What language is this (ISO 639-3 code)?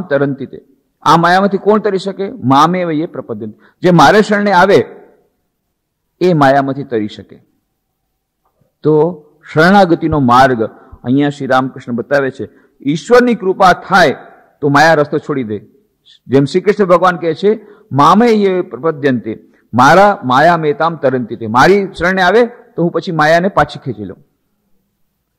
guj